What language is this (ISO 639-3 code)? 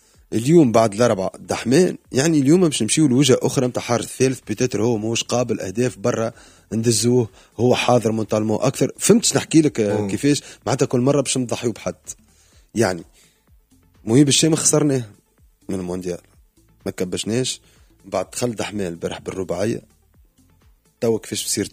aeb